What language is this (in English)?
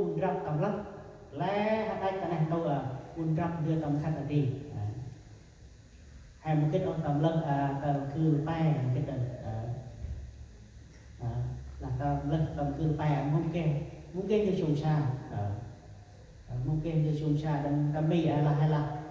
Central Mnong